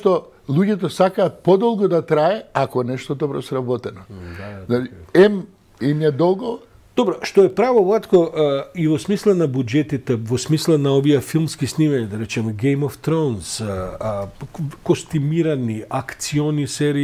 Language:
Macedonian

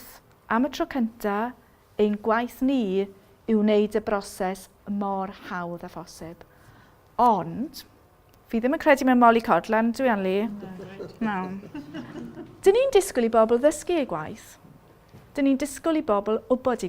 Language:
Welsh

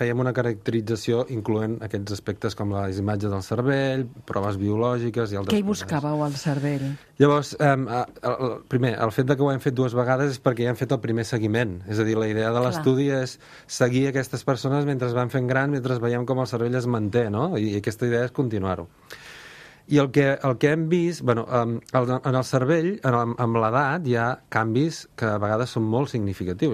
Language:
Catalan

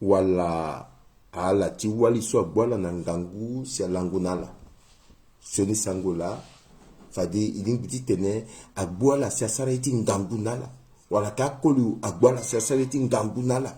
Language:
Sango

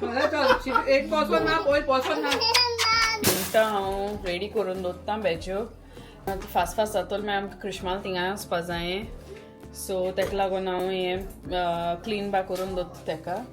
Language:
Konkani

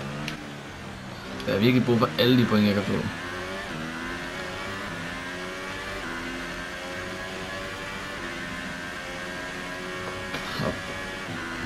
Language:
Danish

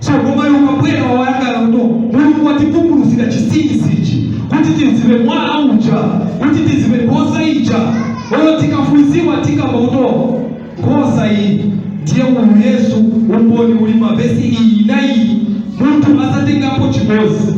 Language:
Nyanja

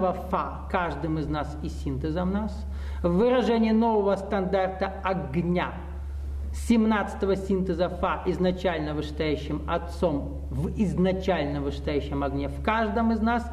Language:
Russian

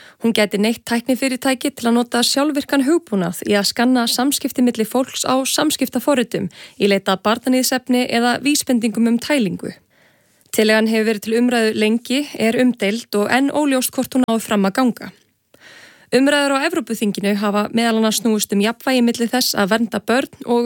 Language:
Icelandic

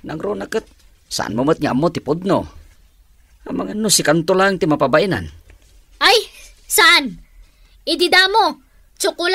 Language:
Iloko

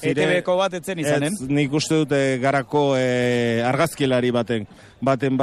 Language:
Basque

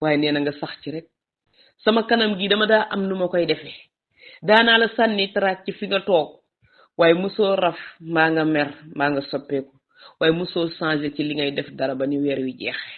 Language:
Wolof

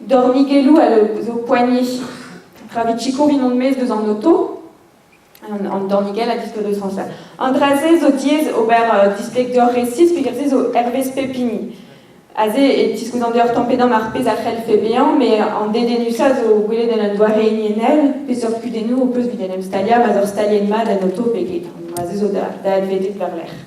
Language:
Breton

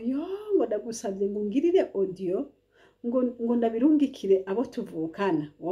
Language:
Rundi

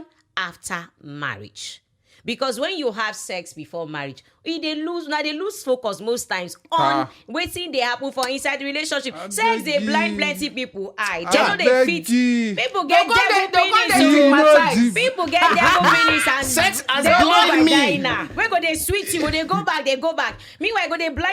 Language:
Nigerian Pidgin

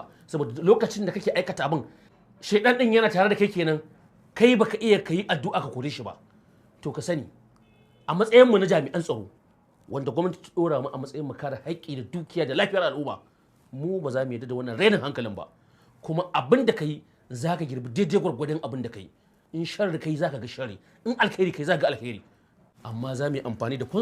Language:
Hausa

